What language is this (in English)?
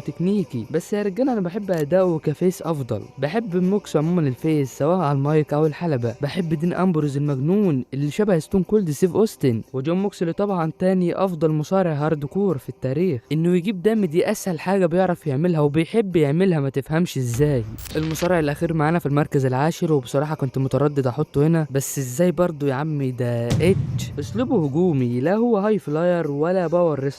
Egyptian Arabic